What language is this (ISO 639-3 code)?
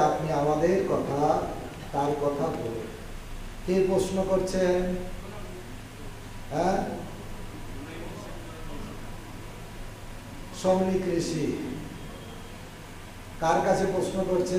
ben